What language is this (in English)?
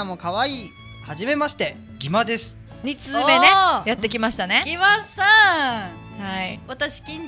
Japanese